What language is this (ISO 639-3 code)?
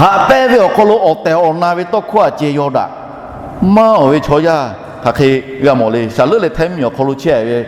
lhu